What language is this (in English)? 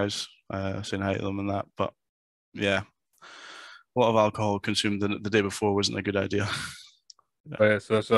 English